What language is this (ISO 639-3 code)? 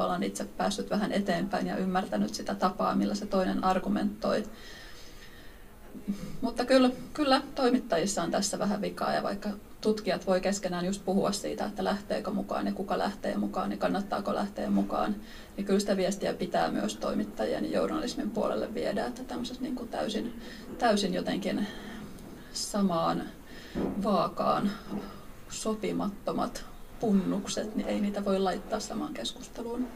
fin